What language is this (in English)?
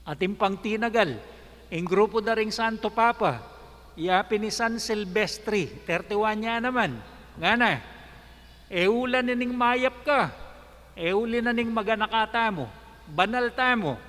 Pampanga